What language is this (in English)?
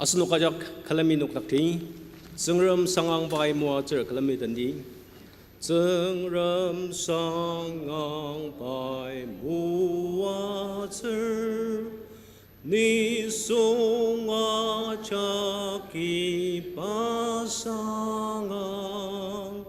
Ao Naga